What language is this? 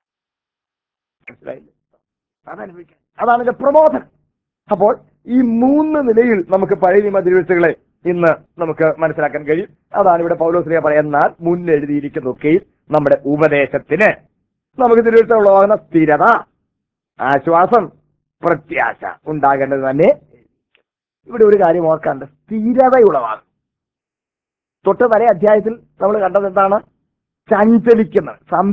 Malayalam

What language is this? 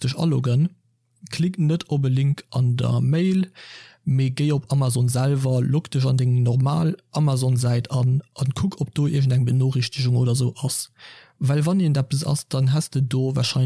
Luxembourgish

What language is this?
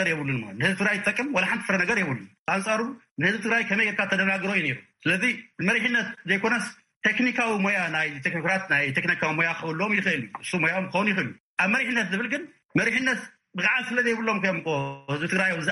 Tigrinya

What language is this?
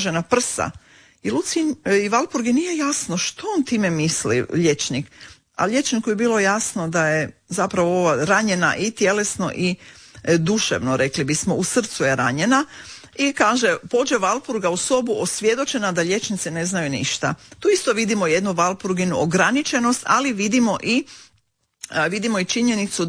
Croatian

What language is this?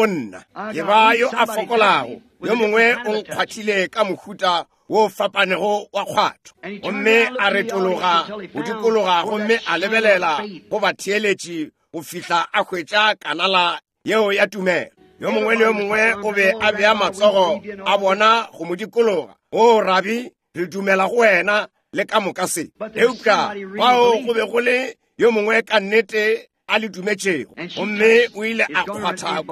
Northern Sotho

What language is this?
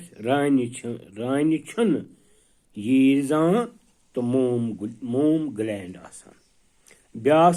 Kashmiri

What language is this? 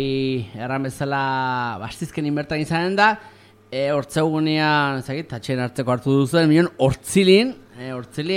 Basque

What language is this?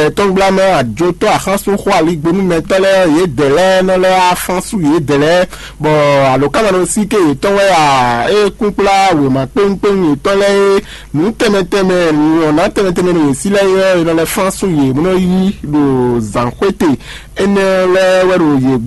Fon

